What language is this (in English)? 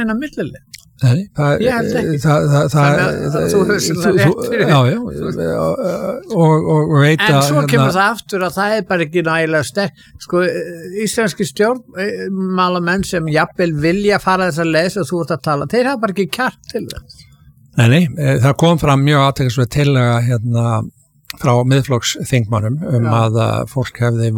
Icelandic